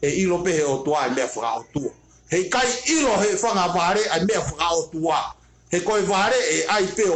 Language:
Tongan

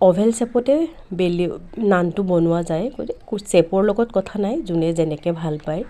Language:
Assamese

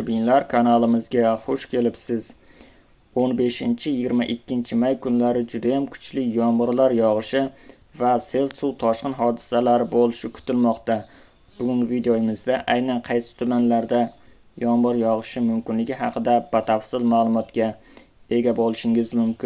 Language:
Uzbek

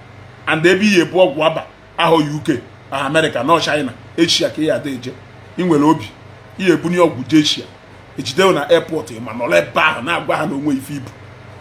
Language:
Igbo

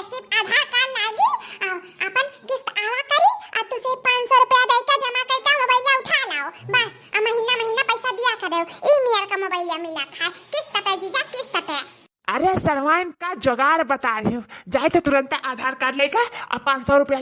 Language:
Awadhi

